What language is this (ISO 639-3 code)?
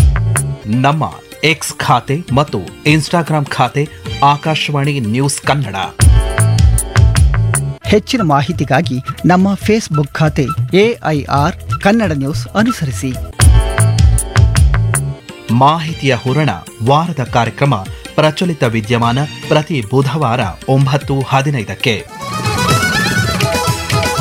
kan